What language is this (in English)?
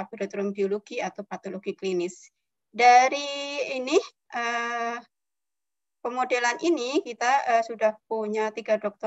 Indonesian